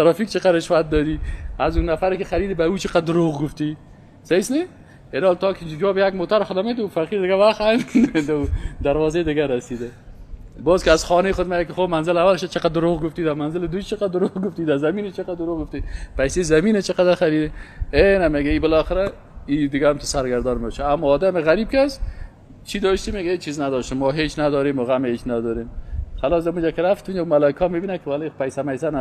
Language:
Persian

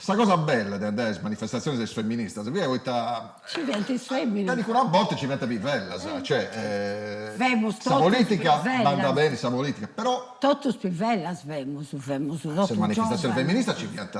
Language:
Sardinian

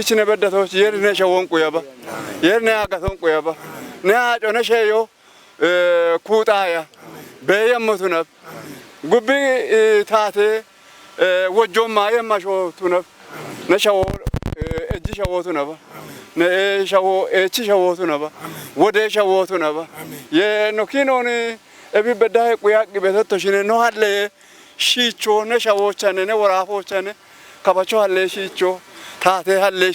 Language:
Kafa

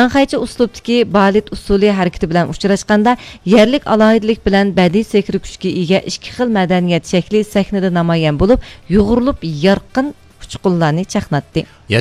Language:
Uyghur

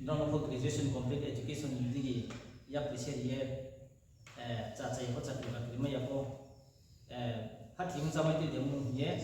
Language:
Riang (India)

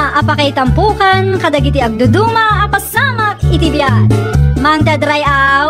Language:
Iloko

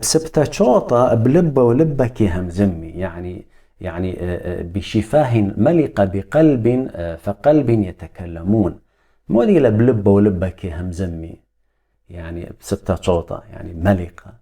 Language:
Assyrian Neo-Aramaic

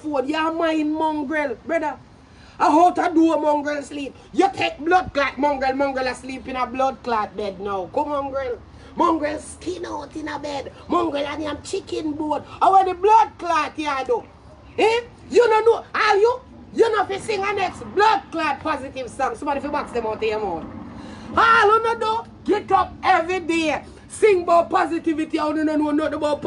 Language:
Jamaican Creole English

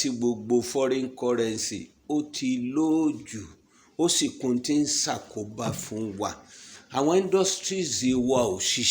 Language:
Yoruba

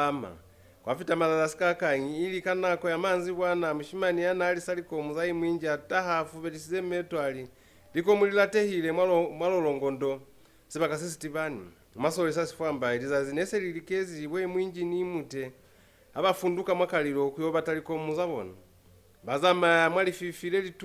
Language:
Lozi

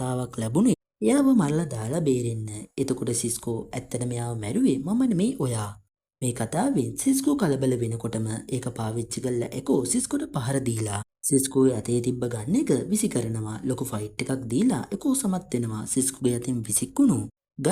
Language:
Sinhala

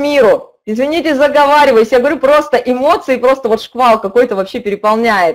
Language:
Russian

